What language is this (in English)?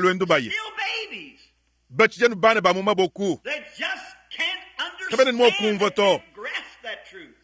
Luba-Lulua